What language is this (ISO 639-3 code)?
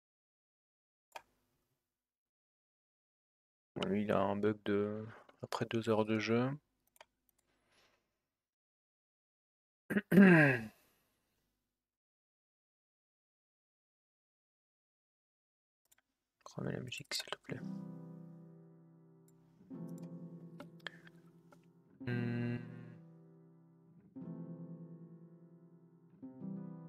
fra